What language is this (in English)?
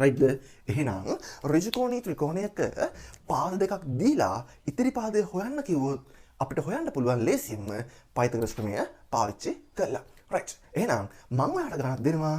Sinhala